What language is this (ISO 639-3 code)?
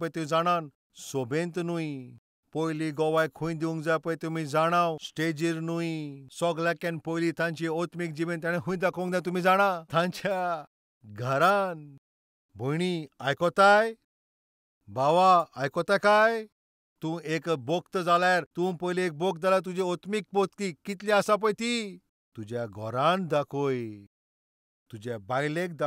kok